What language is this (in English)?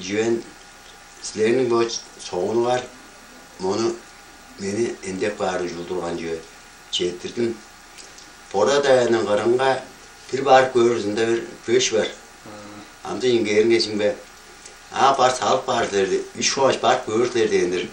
Tuvinian